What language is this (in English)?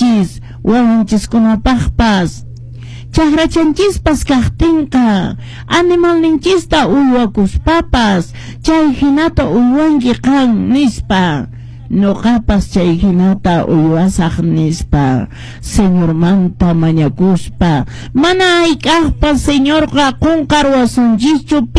Quechua